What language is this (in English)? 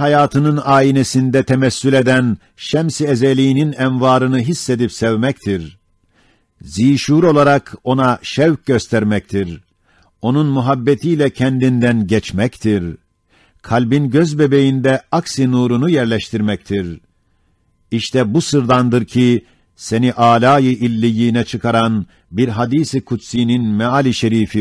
Ottoman Turkish